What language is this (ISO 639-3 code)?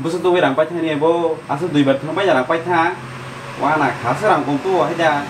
trp